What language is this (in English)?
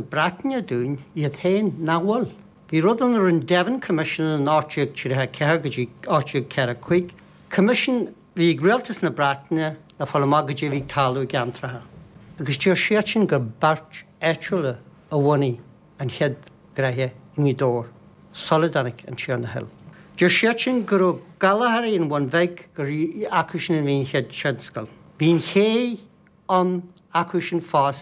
Irish